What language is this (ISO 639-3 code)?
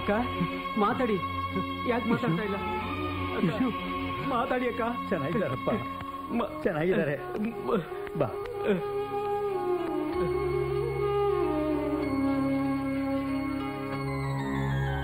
kan